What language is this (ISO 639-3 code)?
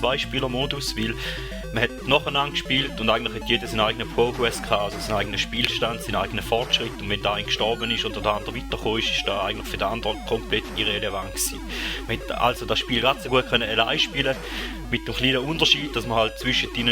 gsw